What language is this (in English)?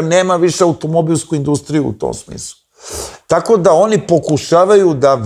Serbian